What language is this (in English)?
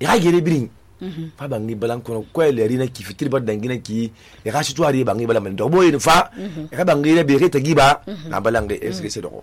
Susu